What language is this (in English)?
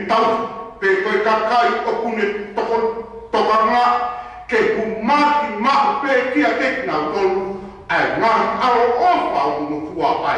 Tongan